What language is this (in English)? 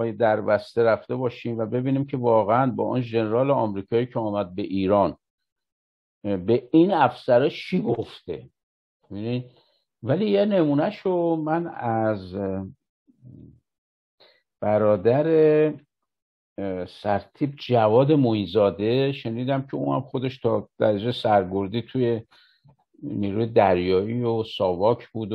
Persian